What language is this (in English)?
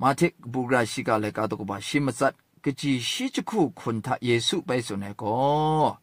Kachin